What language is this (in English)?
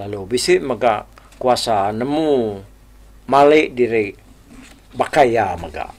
Iban